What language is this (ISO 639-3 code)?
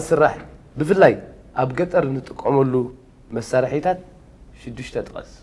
tir